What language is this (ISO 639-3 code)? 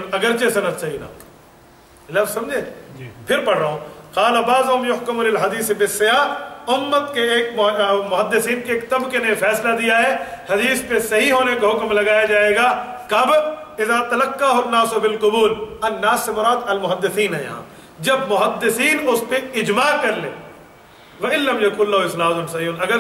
urd